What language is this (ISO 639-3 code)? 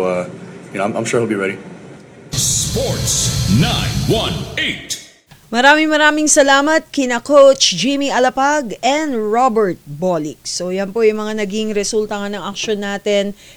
fil